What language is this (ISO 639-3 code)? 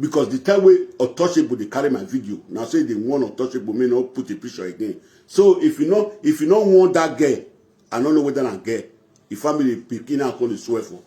pcm